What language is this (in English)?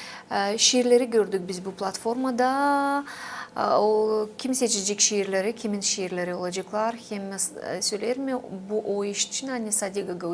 Gagauz